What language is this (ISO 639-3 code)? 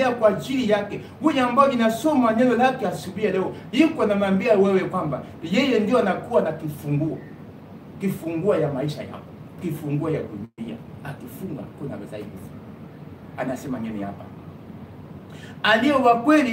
swa